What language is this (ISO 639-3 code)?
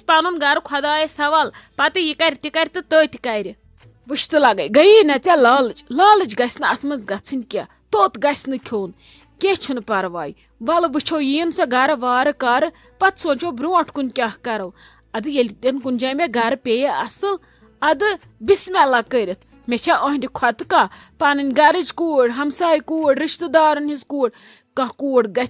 kas